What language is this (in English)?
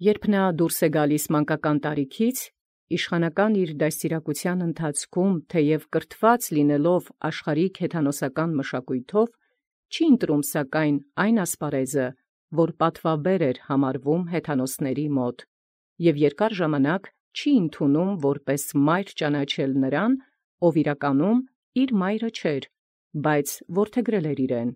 Armenian